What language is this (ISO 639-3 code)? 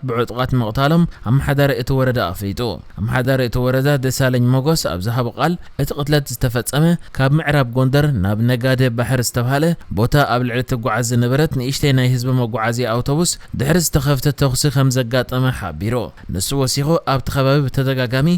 tir